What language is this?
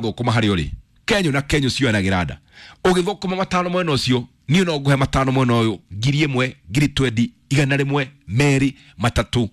Kikuyu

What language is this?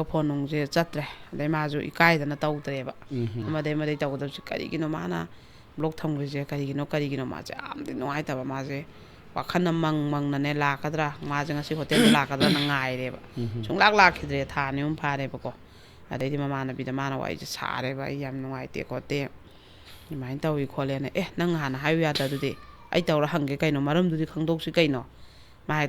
Manipuri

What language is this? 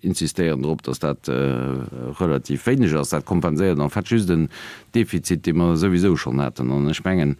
Luxembourgish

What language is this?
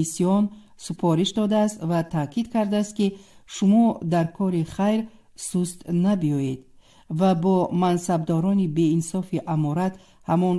Tajik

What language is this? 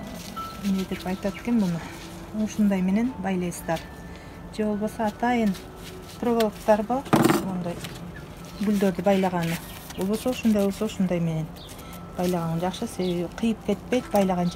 Kyrgyz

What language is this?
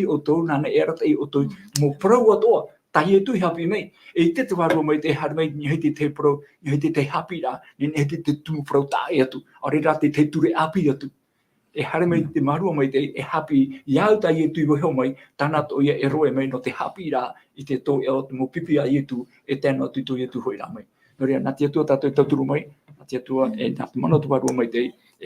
Tahitian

